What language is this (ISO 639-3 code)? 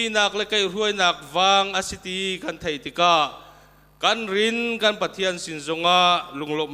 cnh